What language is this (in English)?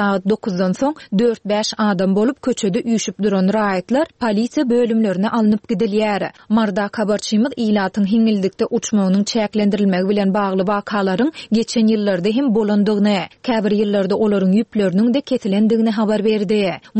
Turkmen